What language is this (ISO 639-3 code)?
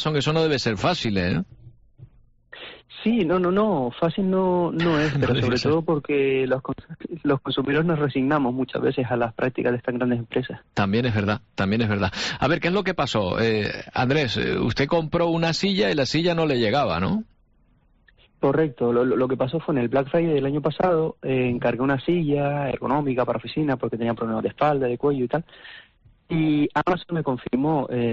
spa